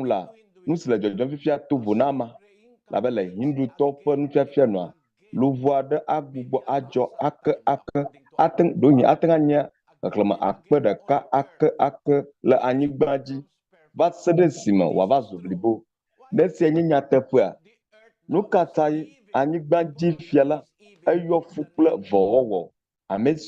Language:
Ewe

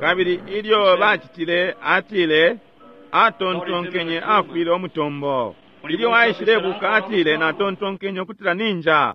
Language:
Bemba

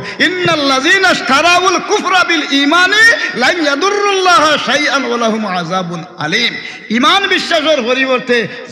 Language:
Sylheti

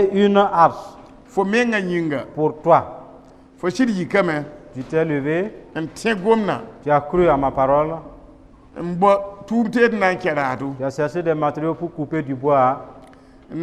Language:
Mossi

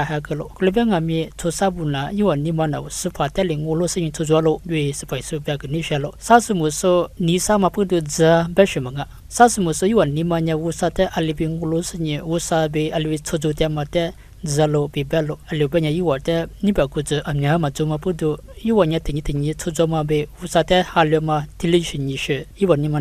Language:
Lisu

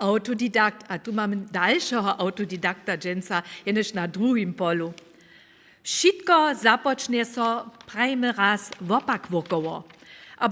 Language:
Upper Sorbian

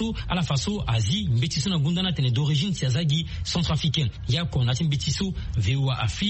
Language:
Sango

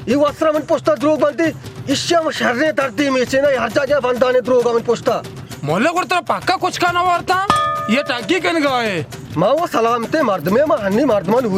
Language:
Baluchi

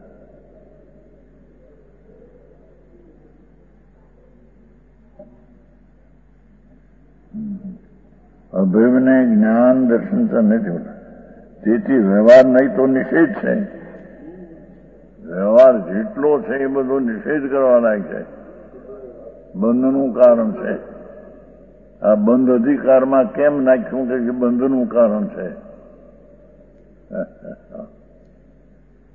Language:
Gujarati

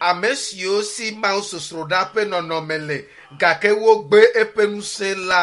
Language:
Ewe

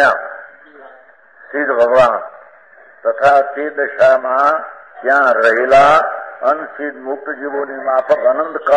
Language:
Gujarati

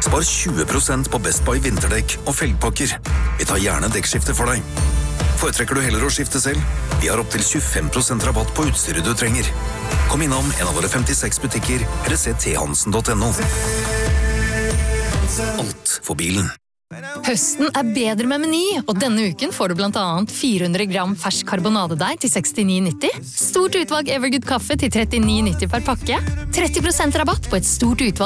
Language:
Norwegian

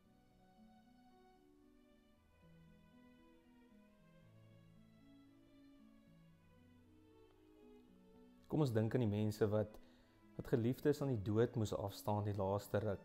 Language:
Afrikaans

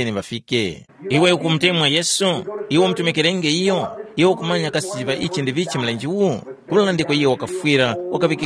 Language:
Tumbuka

